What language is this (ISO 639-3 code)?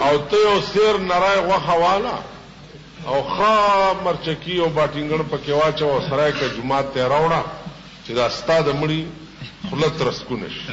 pus